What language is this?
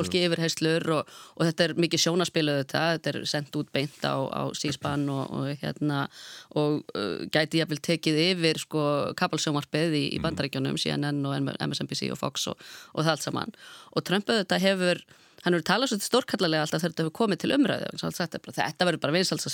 Icelandic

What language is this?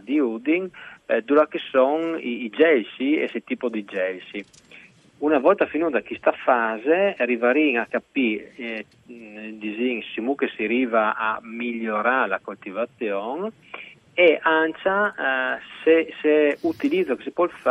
Friulian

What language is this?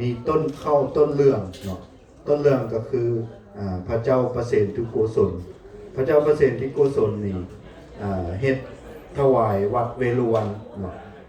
Lao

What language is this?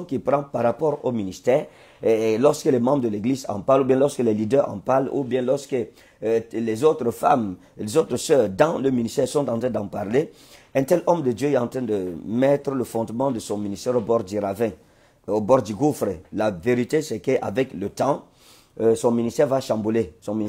French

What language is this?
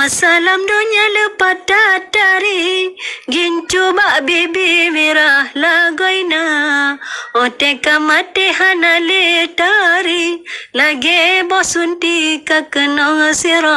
Achinese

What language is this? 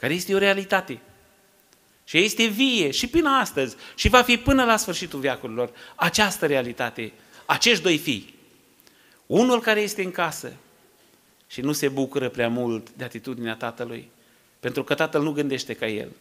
Romanian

